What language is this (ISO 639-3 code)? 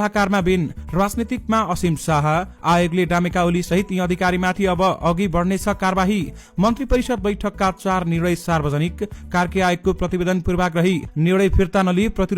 nep